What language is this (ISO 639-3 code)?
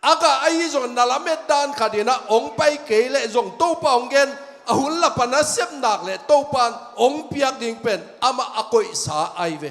ctd